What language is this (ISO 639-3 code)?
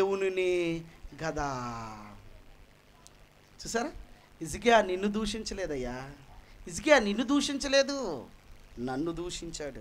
tel